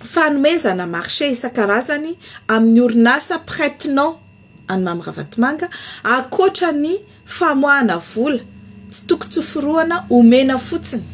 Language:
Malagasy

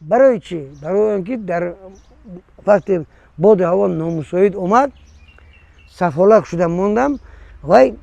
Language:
Tajik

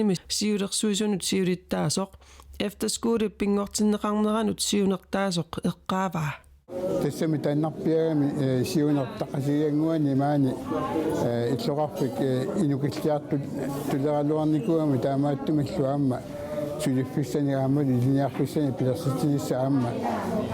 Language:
Kalaallisut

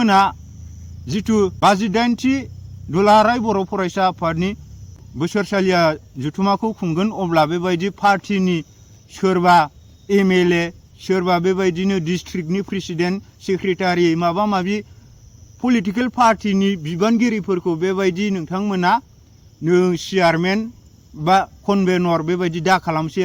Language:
Bodo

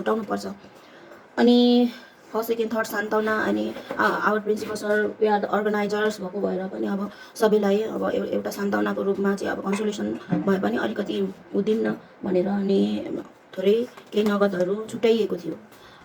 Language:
Nepali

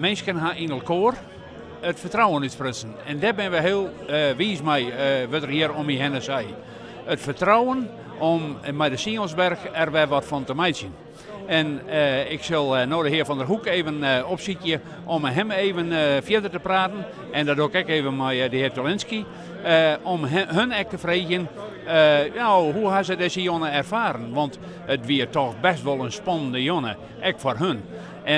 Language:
Western Frisian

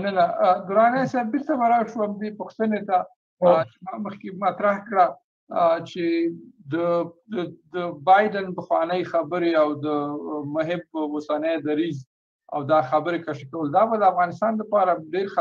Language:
Pashto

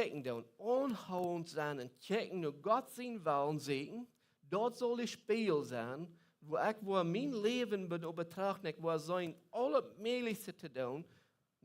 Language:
Plautdietsch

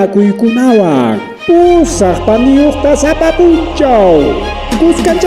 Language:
Ayacucho Quechua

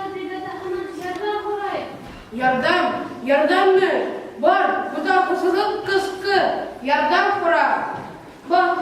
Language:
Bashkir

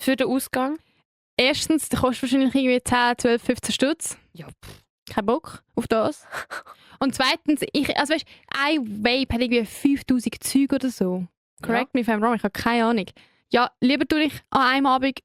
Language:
Swiss German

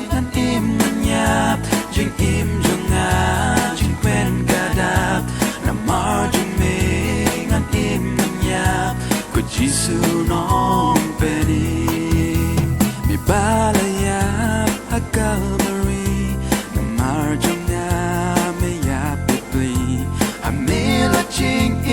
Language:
Khasi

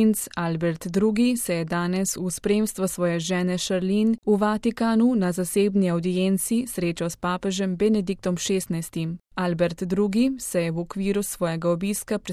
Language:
Slovenian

